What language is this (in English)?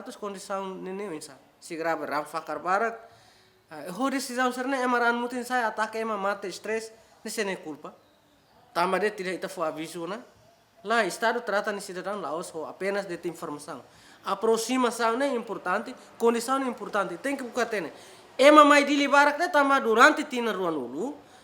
Tetum